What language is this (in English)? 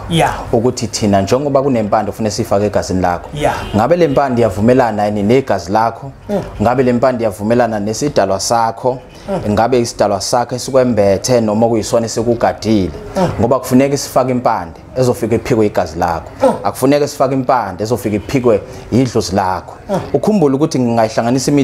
Zulu